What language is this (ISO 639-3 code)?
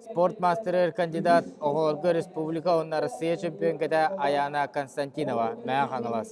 sah